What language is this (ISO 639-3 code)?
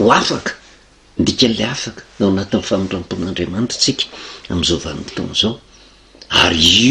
mlg